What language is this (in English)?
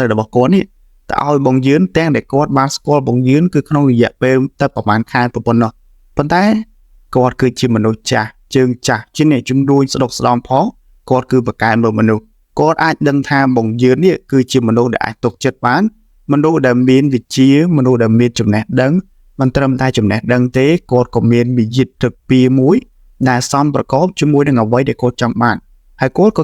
Khmer